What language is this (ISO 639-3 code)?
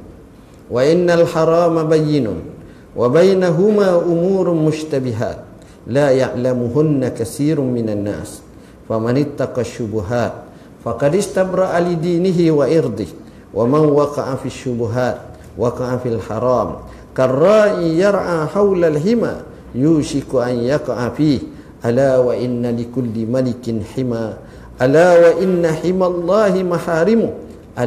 msa